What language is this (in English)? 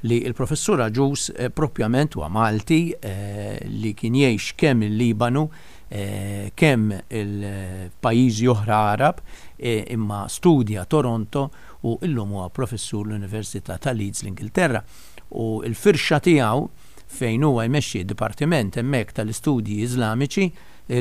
Maltese